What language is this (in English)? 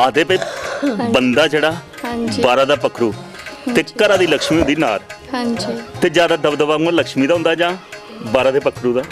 Dogri